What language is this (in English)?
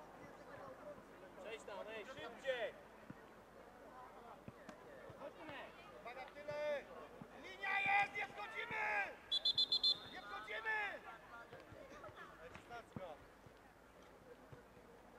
Polish